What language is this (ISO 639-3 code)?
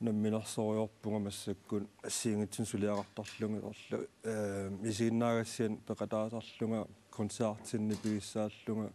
kal